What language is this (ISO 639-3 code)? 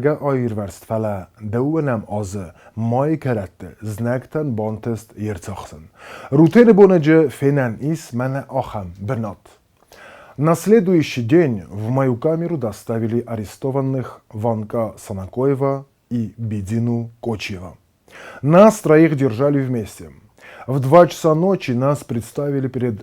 oss